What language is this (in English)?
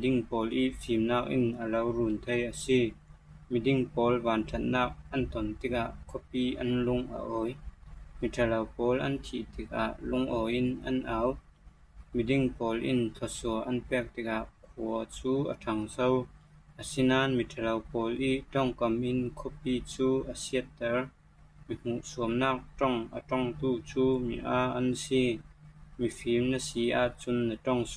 Falam Chin